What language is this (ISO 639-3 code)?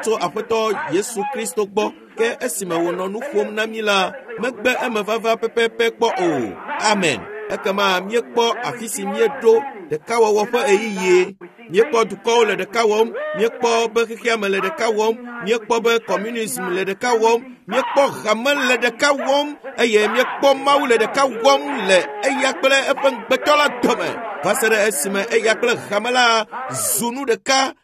ewe